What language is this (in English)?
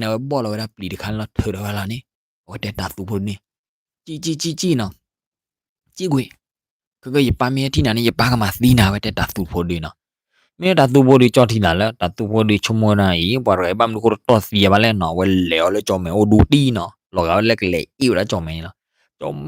S'gaw Karen